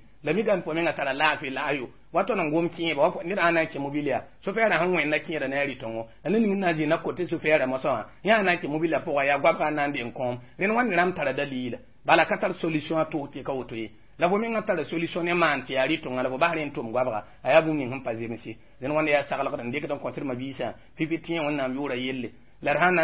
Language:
Mossi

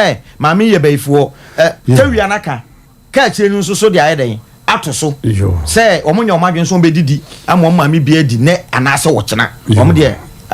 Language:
Akan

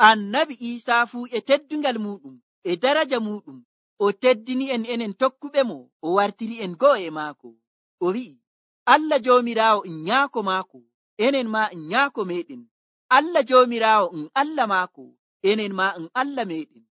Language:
Nigerian Fulfulde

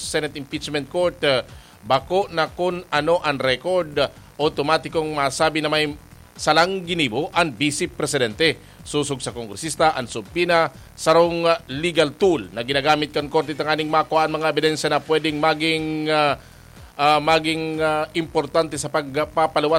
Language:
Bikol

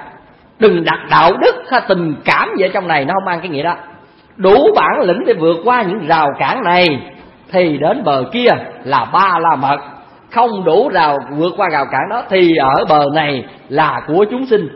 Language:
Vietnamese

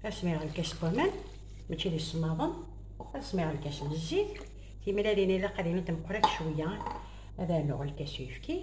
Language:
Kabyle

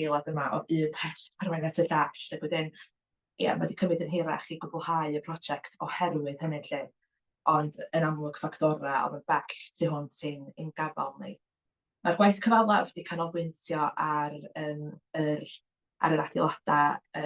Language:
Welsh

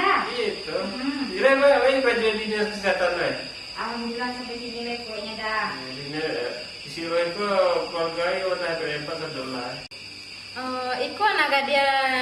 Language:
Minangkabau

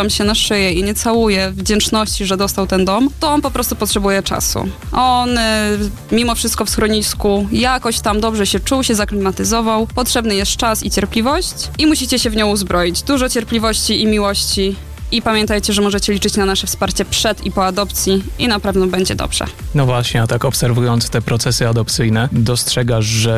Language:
Polish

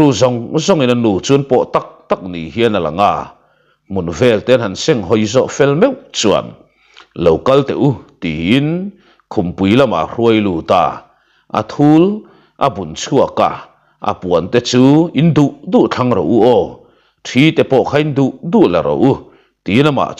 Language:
Mizo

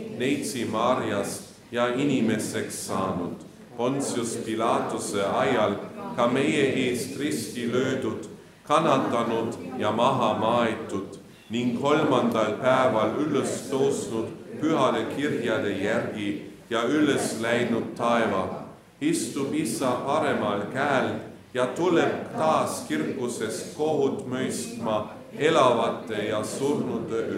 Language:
Estonian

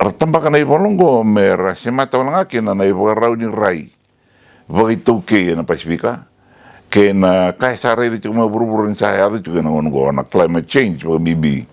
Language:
Fijian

